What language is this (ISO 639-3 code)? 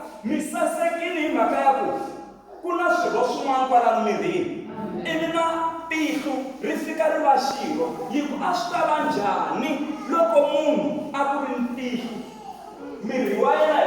tso